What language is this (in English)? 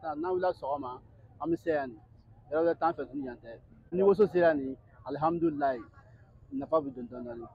Bambara